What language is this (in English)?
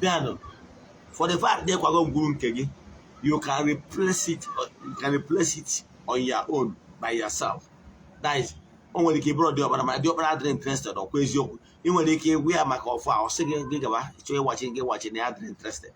Igbo